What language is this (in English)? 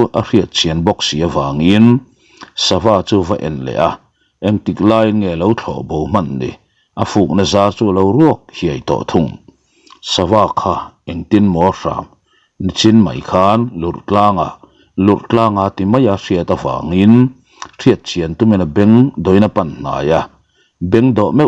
Mizo